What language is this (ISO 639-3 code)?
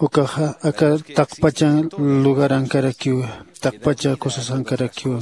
aym